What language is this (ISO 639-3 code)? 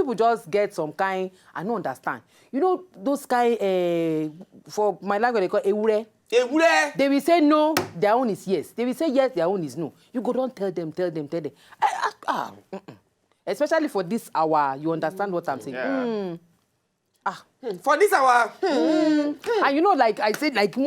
pcm